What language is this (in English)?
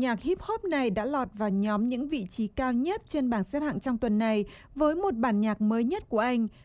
Vietnamese